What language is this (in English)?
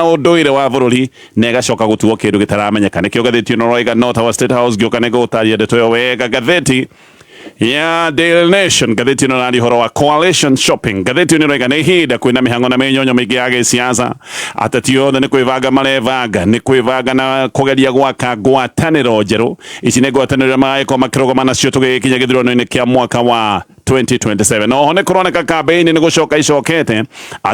Kikuyu